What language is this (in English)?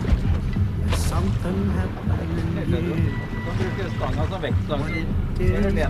Norwegian